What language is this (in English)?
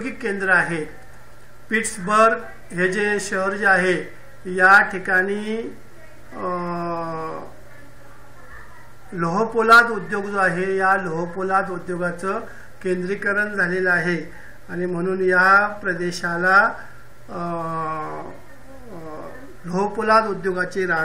Marathi